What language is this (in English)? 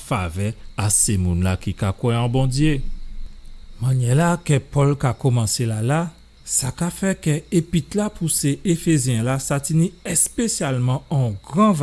Guadeloupean Creole French